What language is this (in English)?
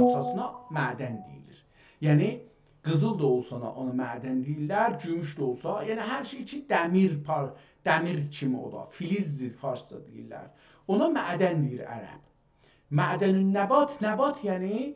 South Azerbaijani